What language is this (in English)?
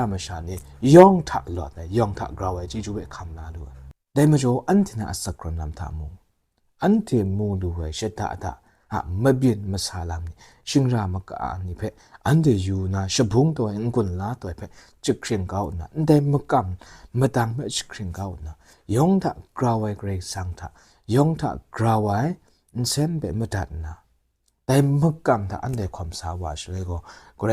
Kachin